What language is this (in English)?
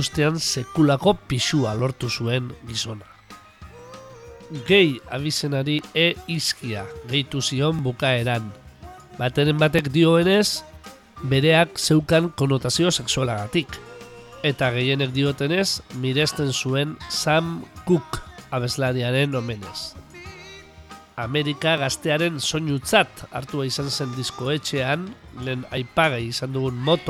Basque